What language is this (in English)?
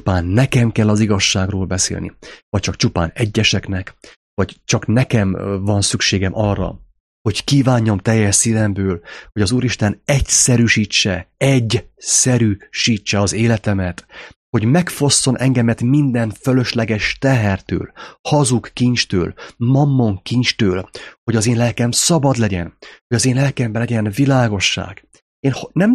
Hungarian